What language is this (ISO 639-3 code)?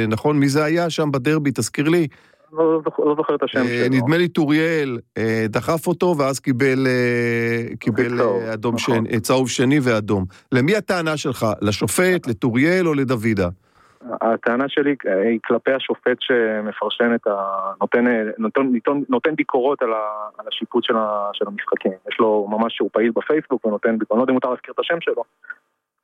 heb